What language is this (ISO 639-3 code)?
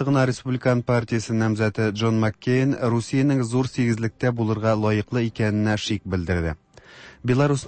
tat